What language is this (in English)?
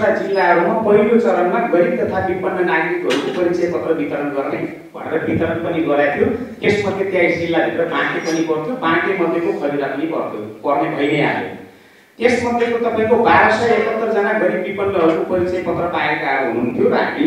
Nepali